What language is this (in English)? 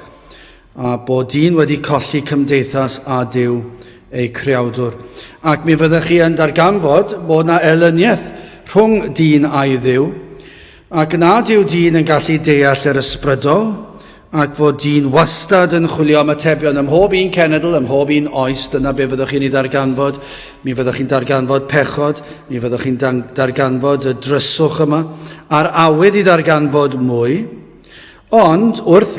Welsh